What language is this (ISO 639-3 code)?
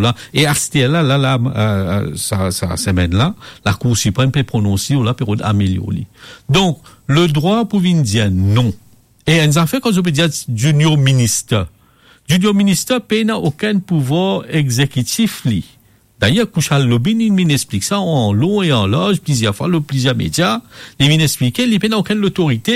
mfe